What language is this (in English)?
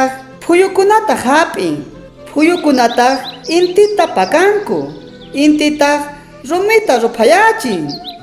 South Bolivian Quechua